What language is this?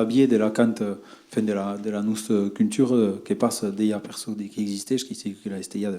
Occitan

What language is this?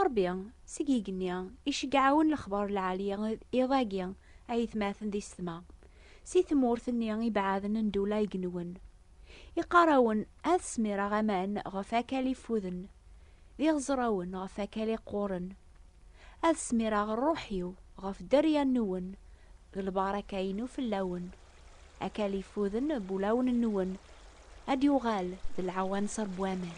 Kabyle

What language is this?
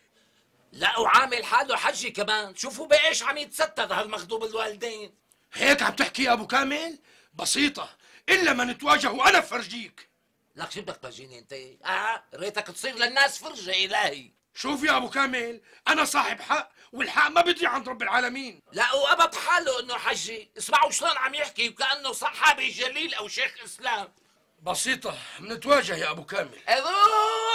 North Levantine Arabic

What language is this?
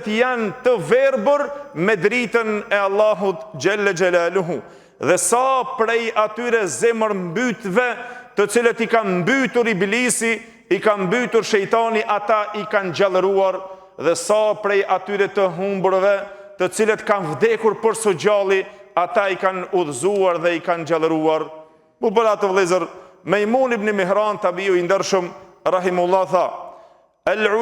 Albanian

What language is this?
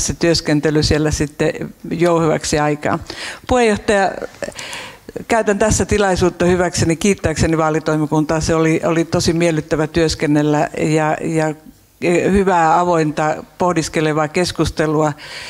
Finnish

